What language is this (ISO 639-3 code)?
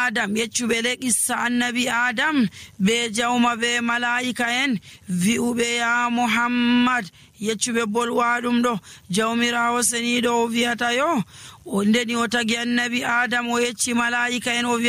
fuv